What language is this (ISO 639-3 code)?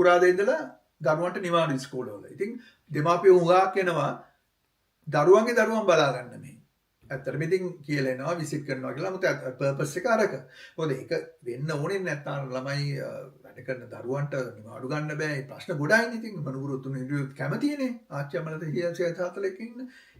sin